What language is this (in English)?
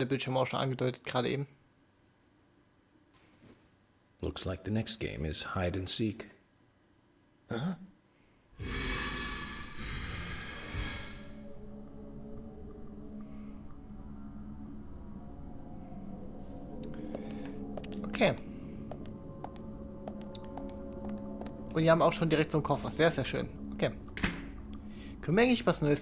German